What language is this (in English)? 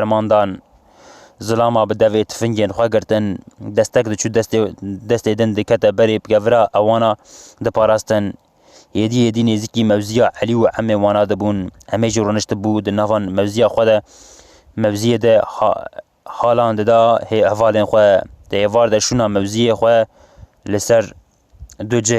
Kurdish